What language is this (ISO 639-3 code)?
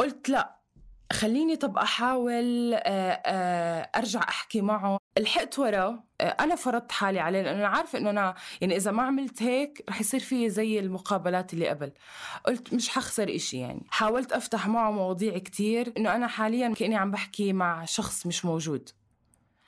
apc